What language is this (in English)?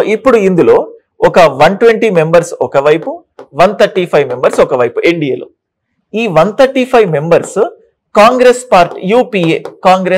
Telugu